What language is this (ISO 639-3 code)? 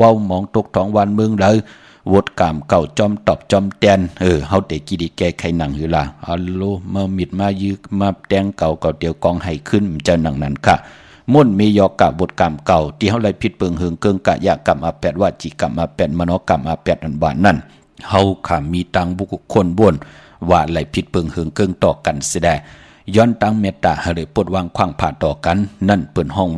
shn